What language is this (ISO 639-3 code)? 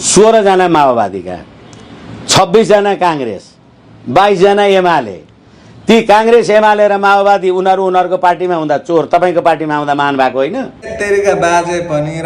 nep